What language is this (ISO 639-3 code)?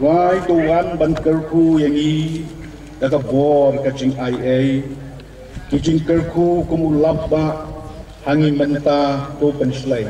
kha